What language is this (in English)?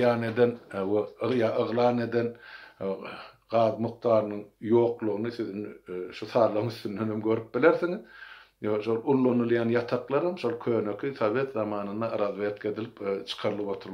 Turkmen